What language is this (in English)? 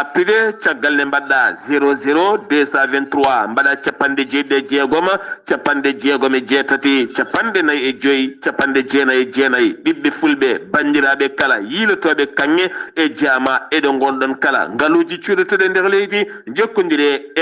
Fula